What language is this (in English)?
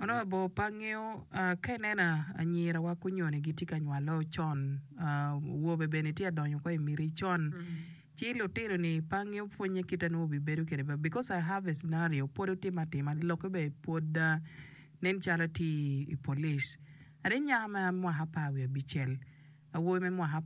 Acoli